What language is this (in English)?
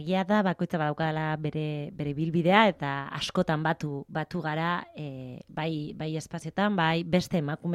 Basque